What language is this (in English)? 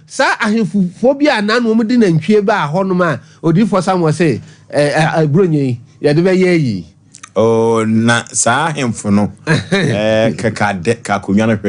Akan